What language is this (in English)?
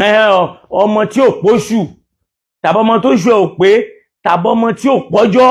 Yoruba